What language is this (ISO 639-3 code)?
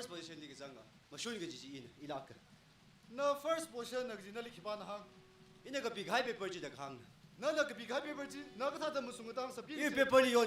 nmf